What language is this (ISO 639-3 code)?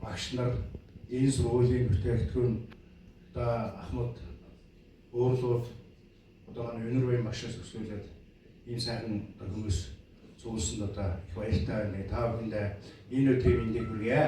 mon